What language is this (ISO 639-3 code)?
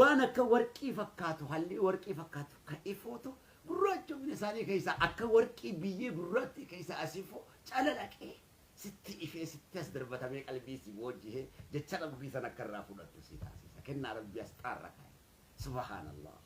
orm